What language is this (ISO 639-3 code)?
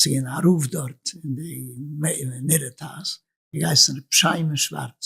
yid